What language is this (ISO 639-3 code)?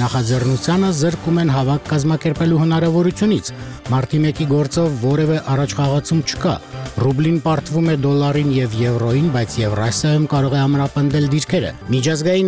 hye